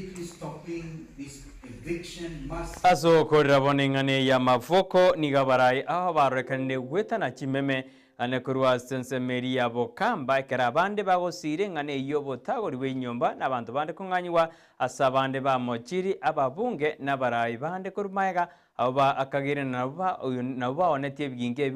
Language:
Gusii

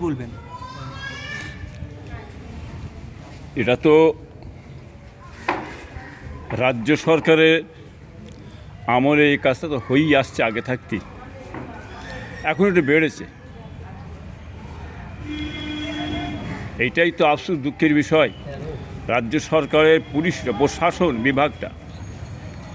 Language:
Bangla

